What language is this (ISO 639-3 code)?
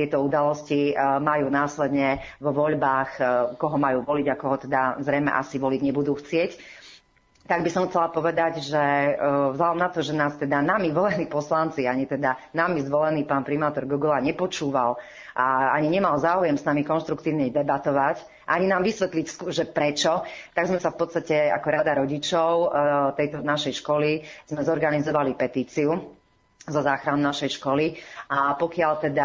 slk